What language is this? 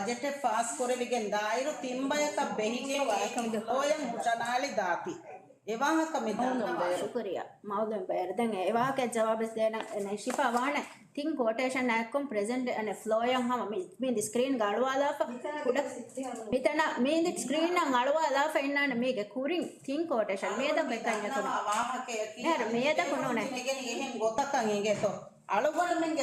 Divehi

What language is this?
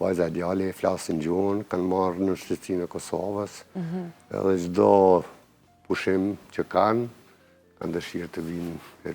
Albanian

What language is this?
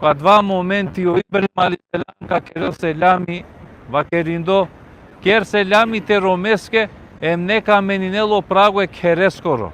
Balkan Romani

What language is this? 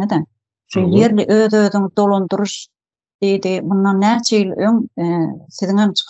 Turkmen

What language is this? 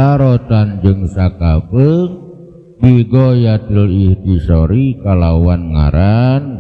Sundanese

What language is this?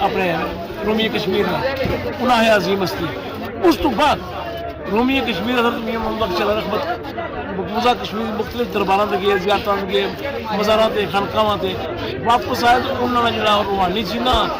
Pahari-Potwari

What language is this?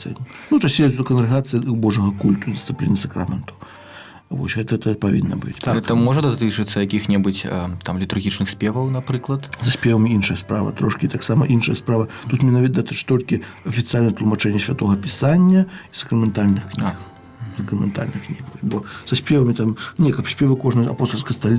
Belarusian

